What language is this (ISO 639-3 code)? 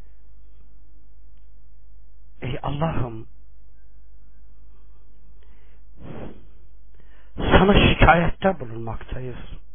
tur